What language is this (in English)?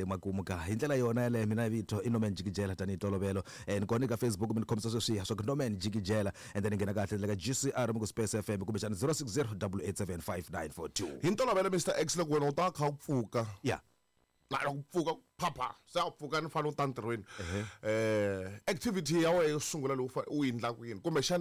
Tsonga